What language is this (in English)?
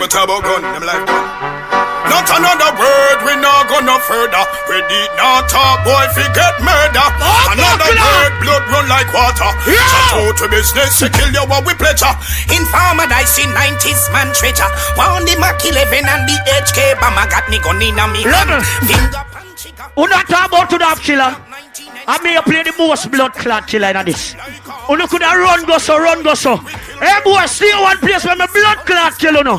Jamaican Creole English